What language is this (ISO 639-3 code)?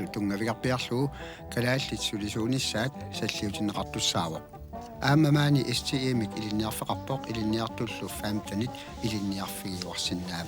kal